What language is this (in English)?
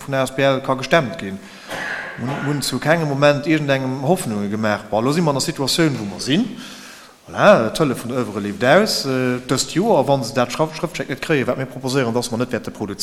Luxembourgish